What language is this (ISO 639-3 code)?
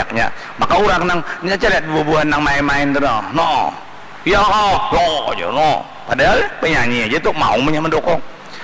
bjn